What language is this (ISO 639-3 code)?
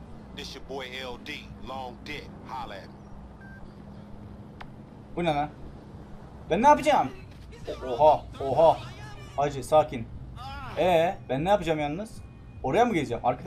tur